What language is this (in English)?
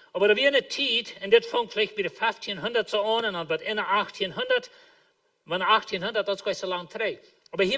Plautdietsch